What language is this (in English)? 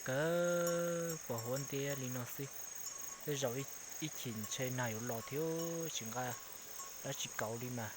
Hmong